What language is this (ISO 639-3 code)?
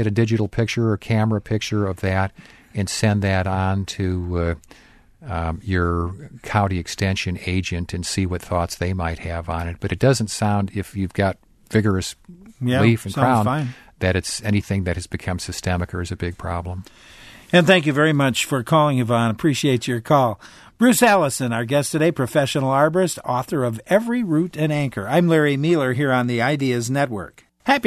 eng